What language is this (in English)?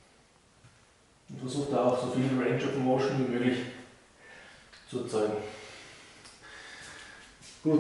German